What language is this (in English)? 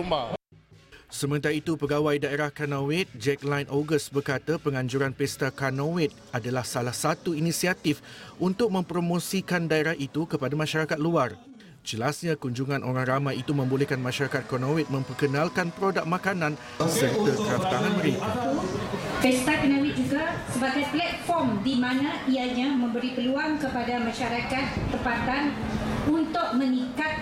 Malay